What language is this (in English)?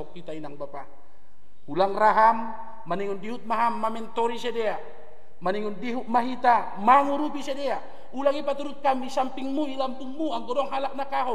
Batak Simalungun